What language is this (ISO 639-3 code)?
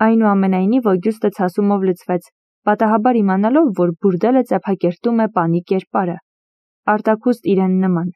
hye